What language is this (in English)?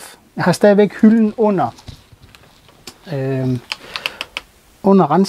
Danish